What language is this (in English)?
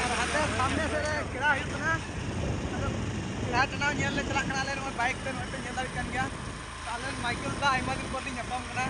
Santali